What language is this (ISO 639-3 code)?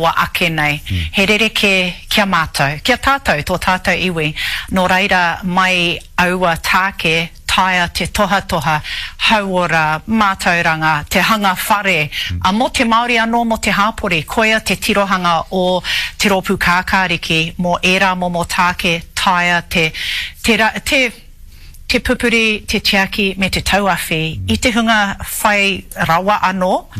mri